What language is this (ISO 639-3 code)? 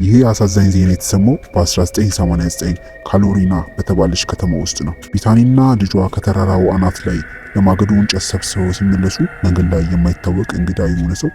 amh